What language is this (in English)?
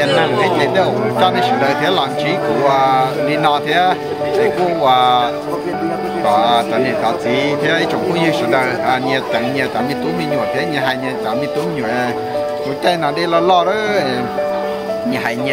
Vietnamese